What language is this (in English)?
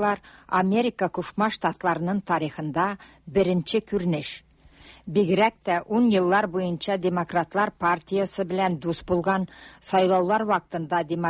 Tatar